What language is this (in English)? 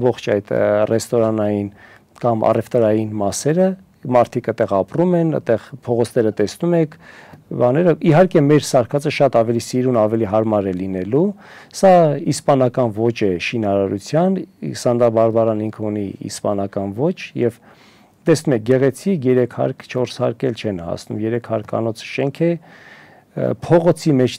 Armenian